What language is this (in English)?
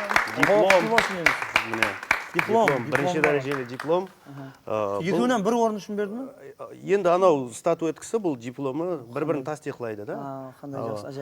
Kara-Kalpak